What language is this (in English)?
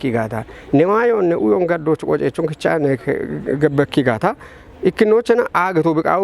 Kafa